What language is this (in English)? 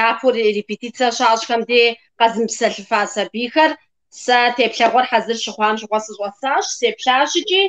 Kabardian